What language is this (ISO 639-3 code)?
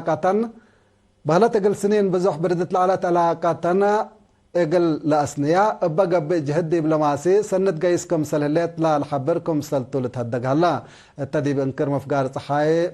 tig